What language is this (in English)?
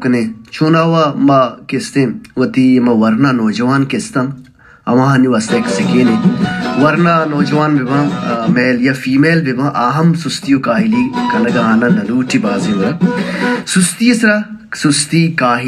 Baluchi